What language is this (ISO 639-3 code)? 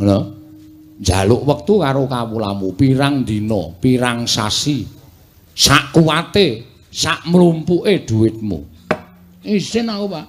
jav